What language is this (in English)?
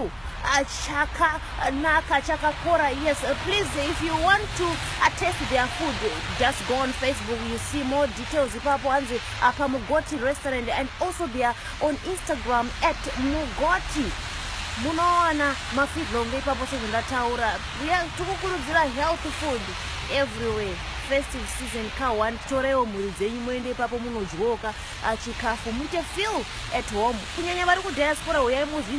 Shona